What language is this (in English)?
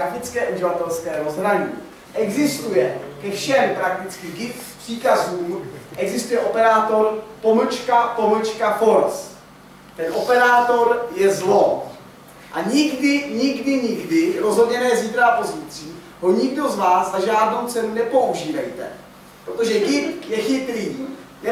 Czech